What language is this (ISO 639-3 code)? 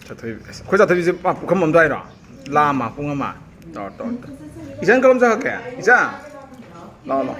mni